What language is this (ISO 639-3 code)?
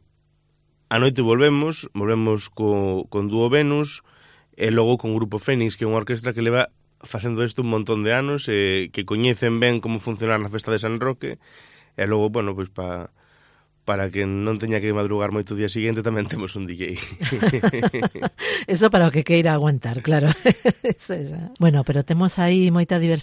glg